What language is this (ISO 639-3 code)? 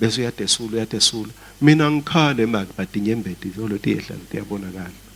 ssw